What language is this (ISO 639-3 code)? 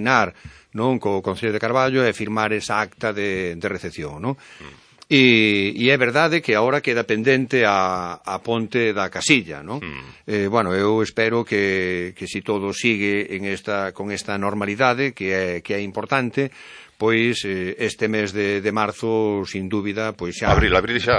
glg